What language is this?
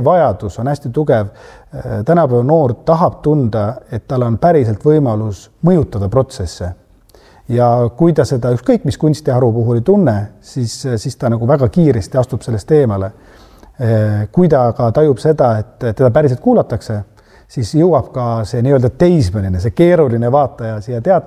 Estonian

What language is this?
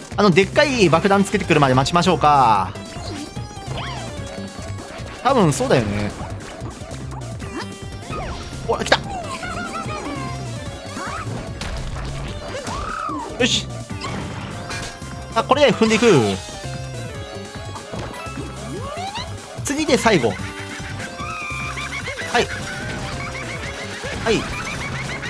Japanese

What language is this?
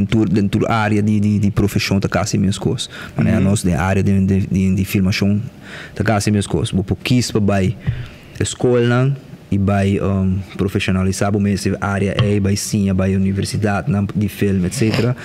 Papiamento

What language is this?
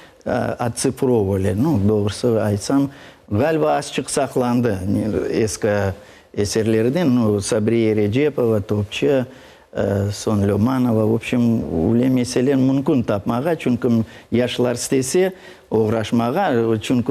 Crimean Tatar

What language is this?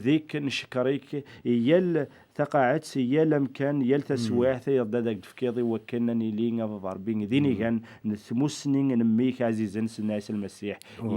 Kabyle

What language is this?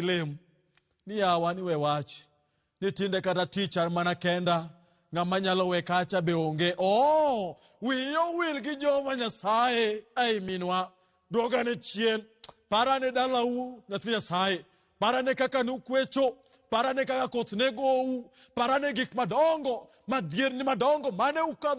Luo (Kenya and Tanzania)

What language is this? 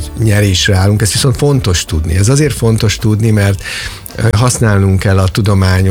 Hungarian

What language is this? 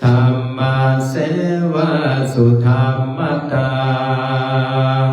Pali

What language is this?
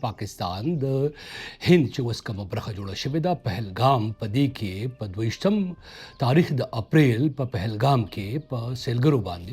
Pashto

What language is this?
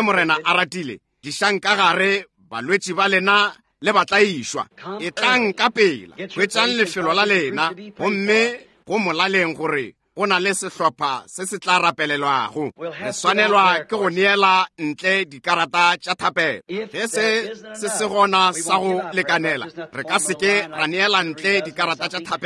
Northern Sotho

